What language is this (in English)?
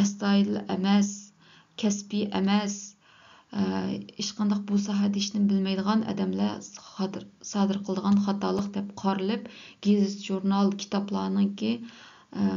Uyghur